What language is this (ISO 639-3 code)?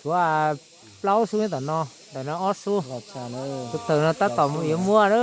hmn